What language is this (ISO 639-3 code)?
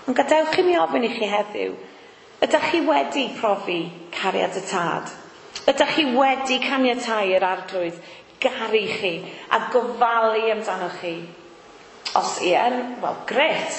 cym